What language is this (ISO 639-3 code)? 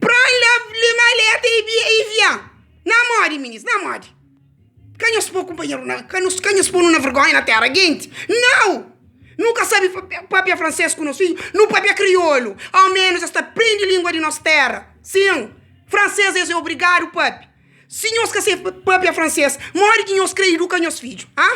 kea